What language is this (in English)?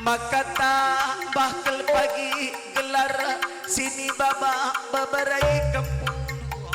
Batak Karo